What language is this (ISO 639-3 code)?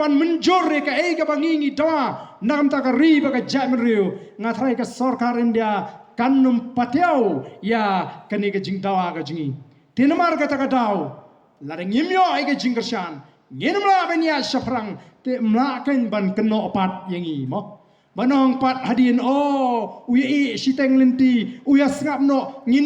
kha